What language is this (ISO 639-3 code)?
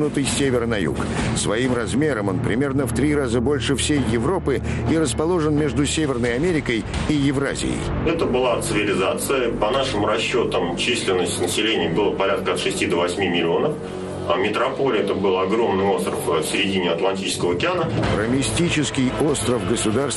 rus